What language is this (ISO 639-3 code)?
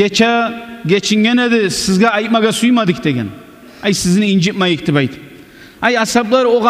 kum